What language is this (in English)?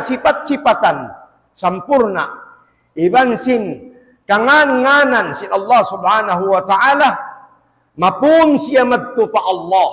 Tausug